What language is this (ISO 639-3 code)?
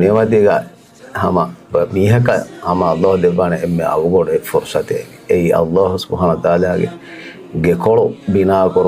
div